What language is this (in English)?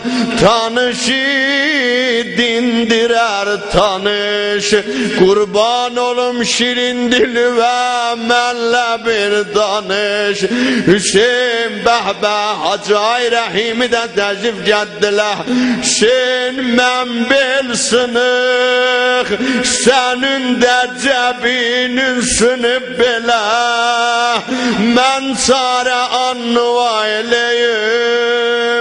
South Azerbaijani